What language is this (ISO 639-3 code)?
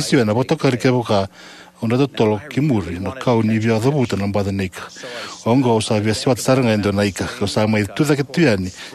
fij